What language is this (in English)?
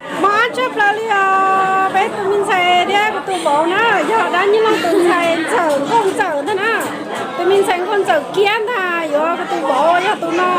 Hmong